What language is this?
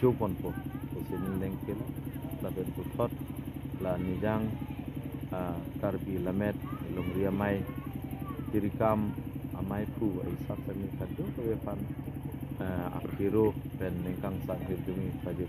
Karbi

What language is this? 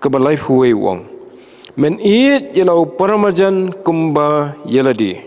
Khasi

